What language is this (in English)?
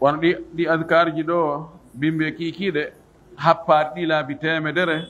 Fula